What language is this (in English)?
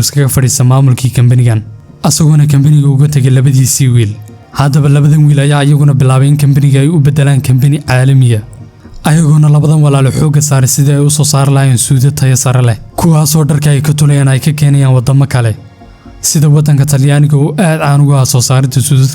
Somali